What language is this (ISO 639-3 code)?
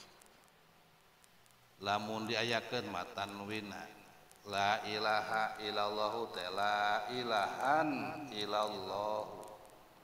sun